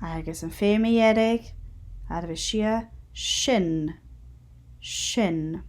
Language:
Scottish Gaelic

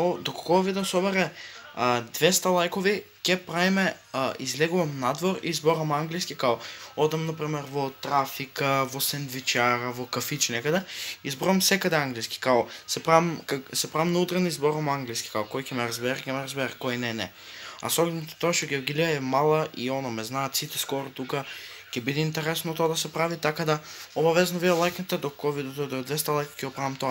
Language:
Macedonian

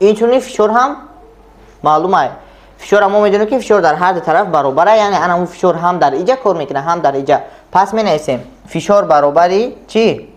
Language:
Tajik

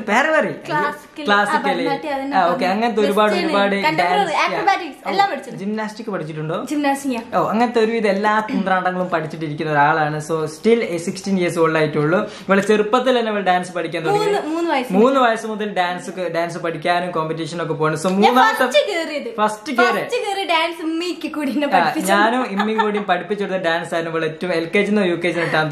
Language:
Malayalam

